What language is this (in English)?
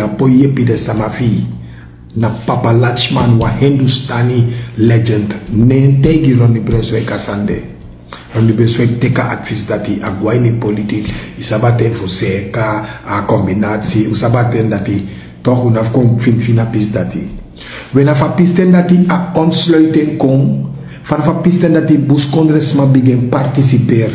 Sranan Tongo